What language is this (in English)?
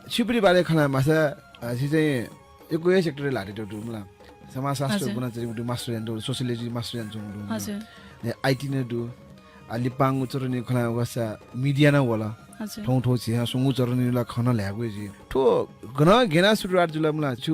Newari